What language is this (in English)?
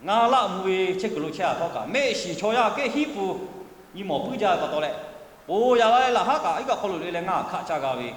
Lahu